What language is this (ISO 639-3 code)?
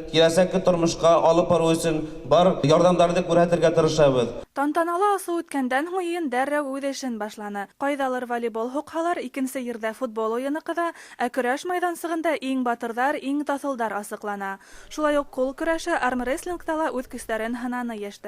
bak